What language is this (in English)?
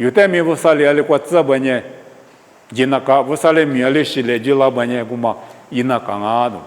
Lisu